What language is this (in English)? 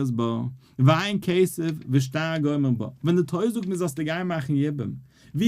Yiddish